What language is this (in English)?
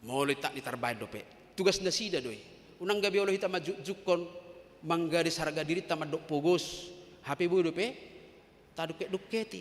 Batak Toba